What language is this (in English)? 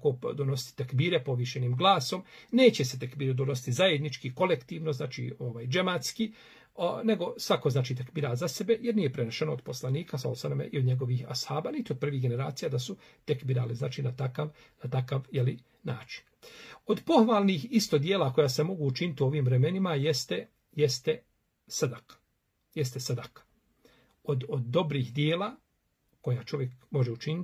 Bosnian